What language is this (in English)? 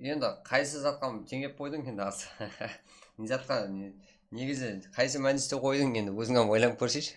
Kara-Kalpak